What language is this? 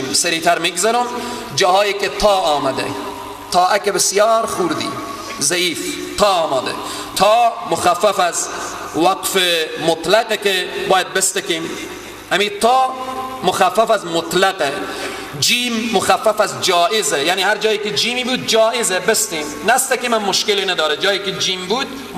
Persian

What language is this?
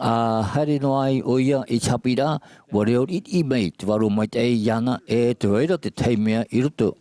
Tahitian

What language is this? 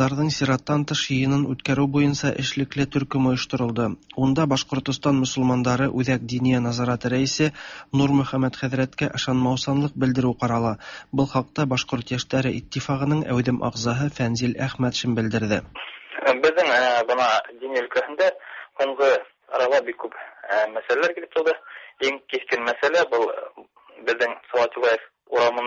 Tatar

